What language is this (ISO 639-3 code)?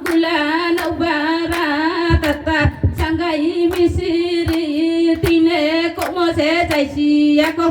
ria